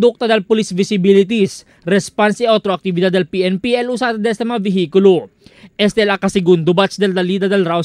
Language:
Chavacano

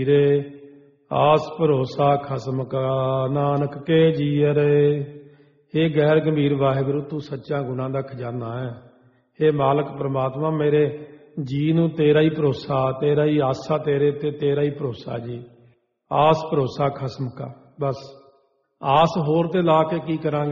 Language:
Punjabi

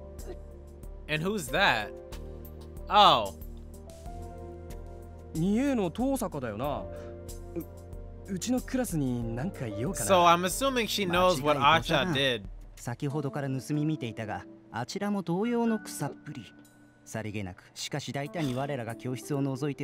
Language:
Japanese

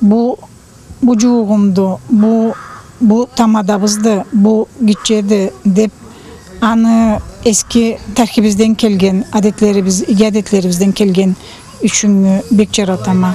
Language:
Karachay-Balkar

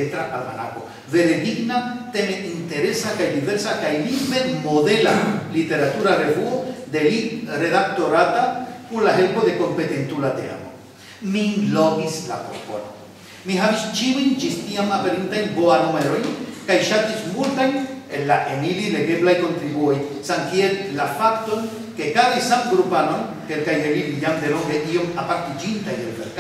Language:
Esperanto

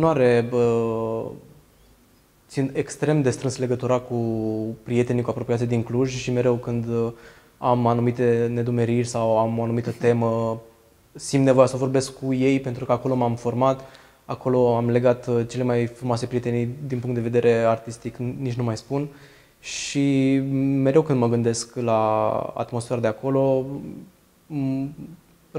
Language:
Romanian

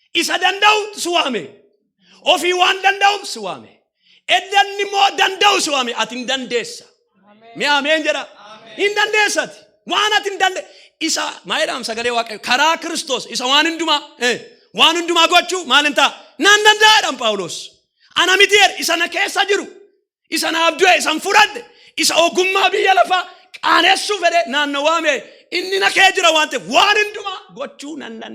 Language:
Oromo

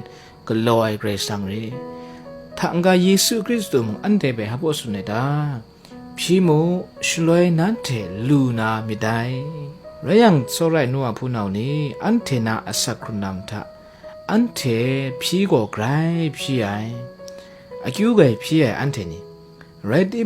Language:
Kachin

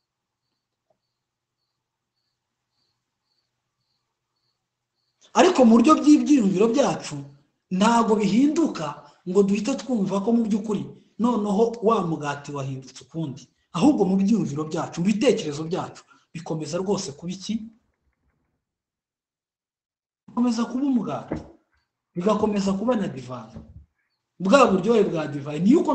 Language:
Kinyarwanda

